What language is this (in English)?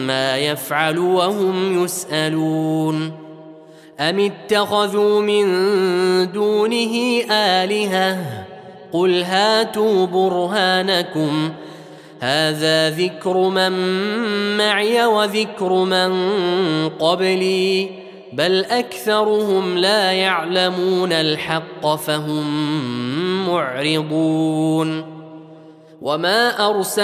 Arabic